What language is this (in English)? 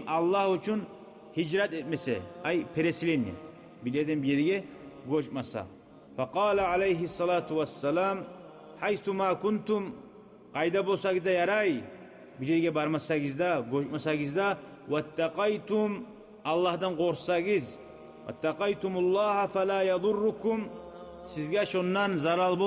Kumyk